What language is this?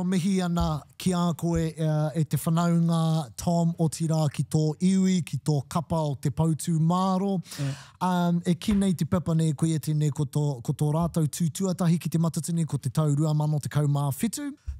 Māori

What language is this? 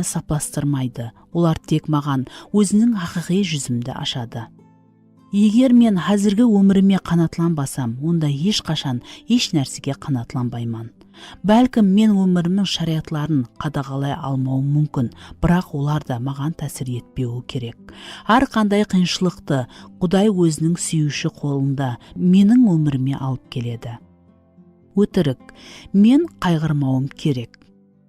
Kara-Kalpak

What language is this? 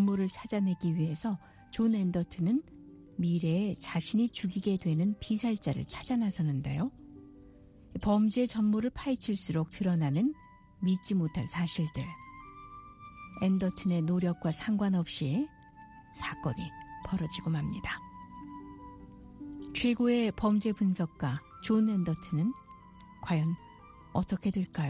Korean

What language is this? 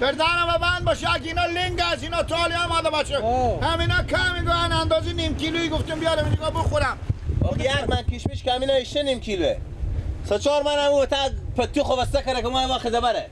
Persian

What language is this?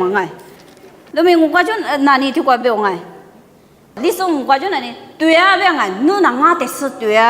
Lisu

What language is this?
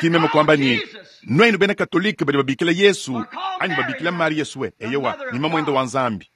Luba-Lulua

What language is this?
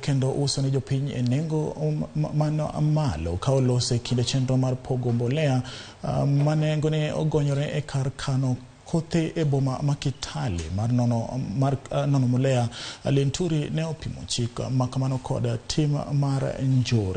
Luo (Kenya and Tanzania)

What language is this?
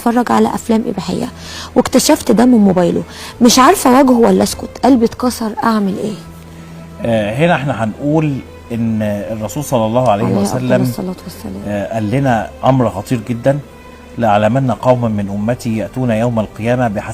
Egyptian Arabic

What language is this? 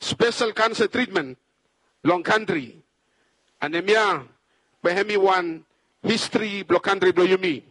Bislama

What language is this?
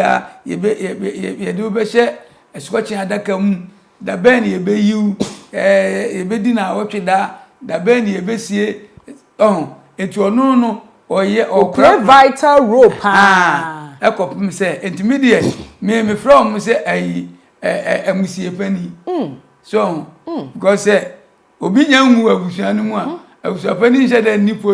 Akan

